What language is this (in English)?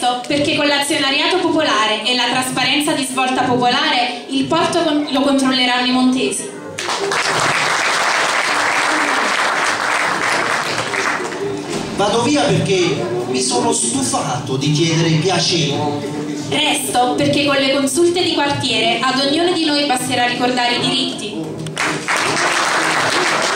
Italian